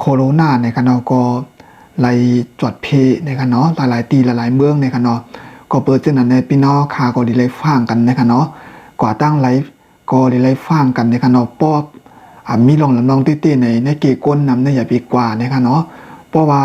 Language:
Shan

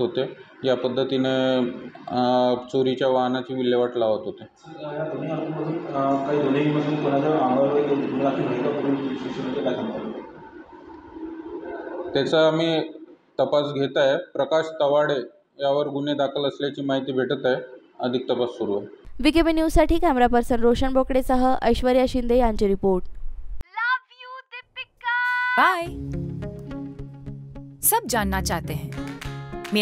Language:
Marathi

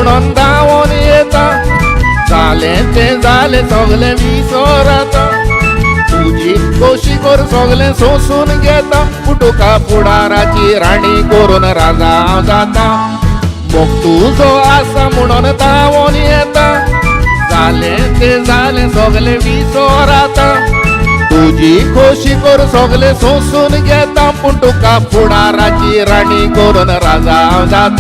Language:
Konkani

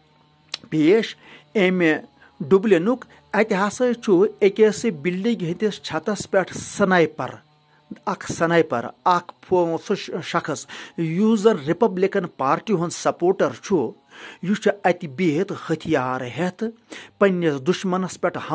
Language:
Kashmiri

